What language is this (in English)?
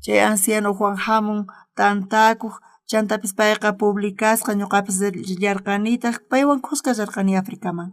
South Bolivian Quechua